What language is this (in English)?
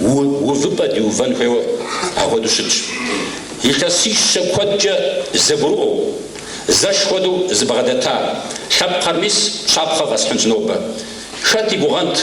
Kabardian